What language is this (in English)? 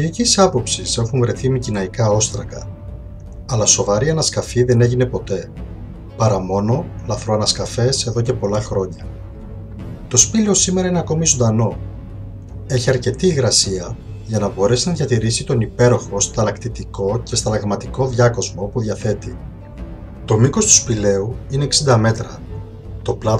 Greek